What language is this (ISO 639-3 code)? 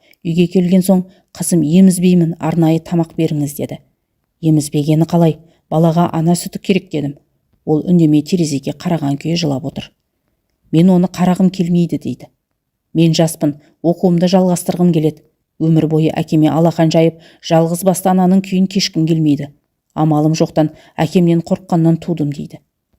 kaz